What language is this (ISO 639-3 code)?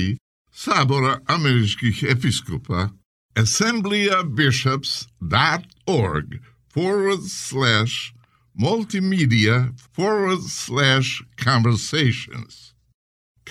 srp